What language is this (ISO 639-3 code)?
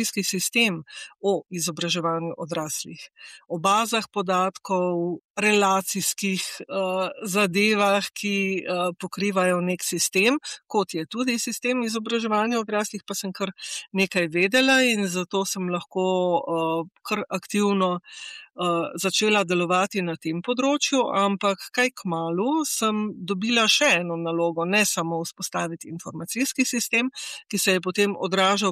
slv